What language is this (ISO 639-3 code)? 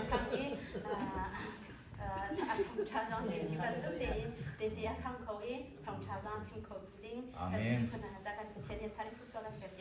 cnh